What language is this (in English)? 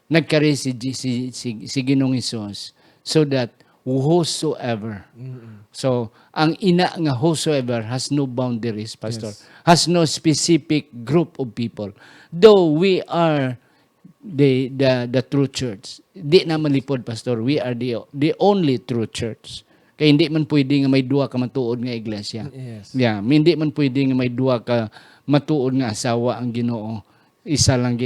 Hiligaynon